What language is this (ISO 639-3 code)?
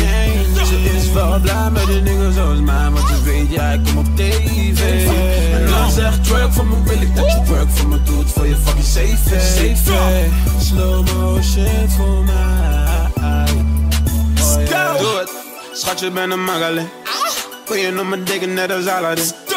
nld